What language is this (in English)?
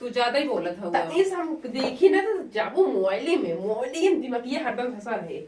Awadhi